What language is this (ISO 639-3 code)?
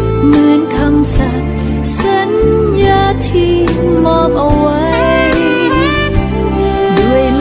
tha